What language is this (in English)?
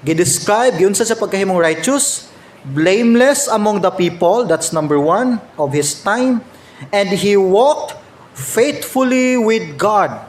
Cebuano